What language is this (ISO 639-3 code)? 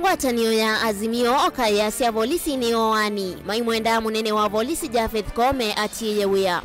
kam